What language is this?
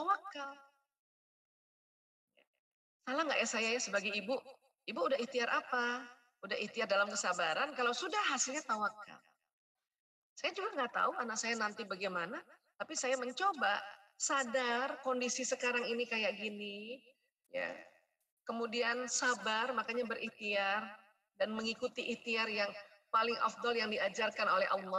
Indonesian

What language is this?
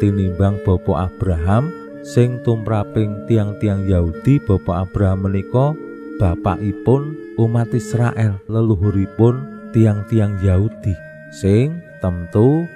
Javanese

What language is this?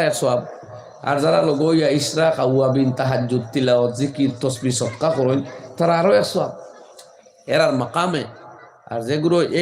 Sylheti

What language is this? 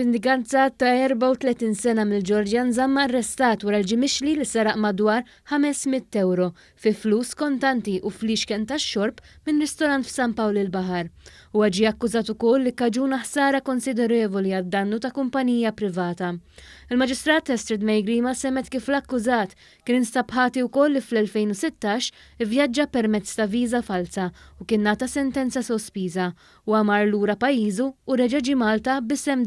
Maltese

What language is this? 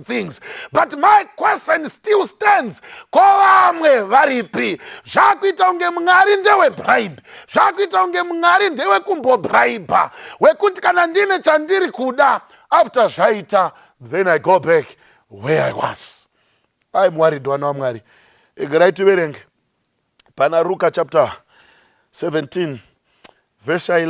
Shona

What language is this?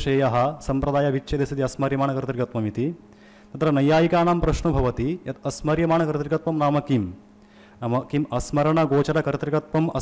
Sanskrit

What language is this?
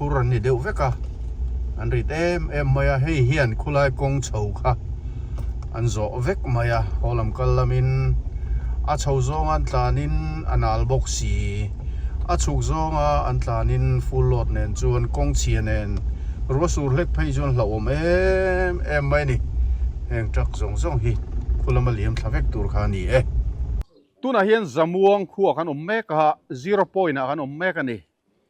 Mizo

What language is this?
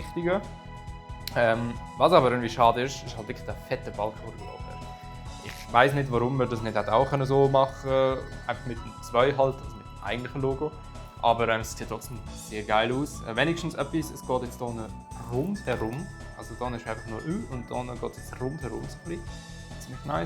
Swiss German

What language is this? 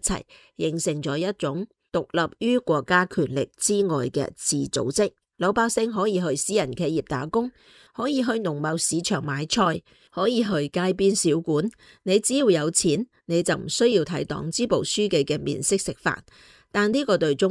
Cantonese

